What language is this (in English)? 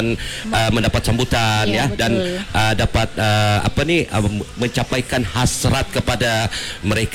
Malay